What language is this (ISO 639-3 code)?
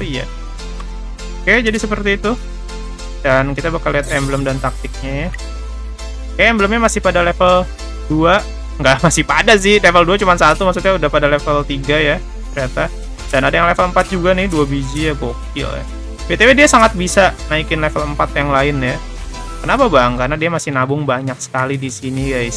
ind